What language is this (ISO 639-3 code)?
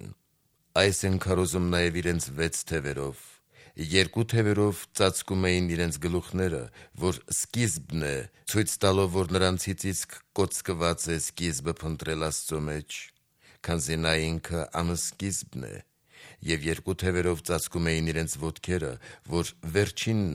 hye